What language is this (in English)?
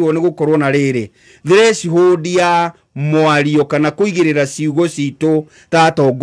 Kikuyu